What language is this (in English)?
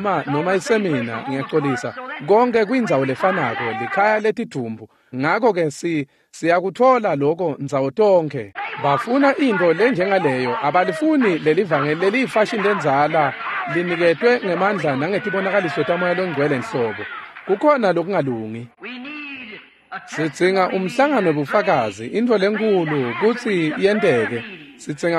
Swati